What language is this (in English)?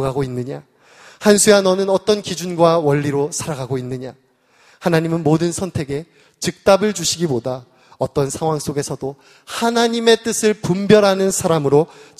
Korean